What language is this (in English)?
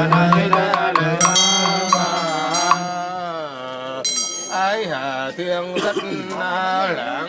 Vietnamese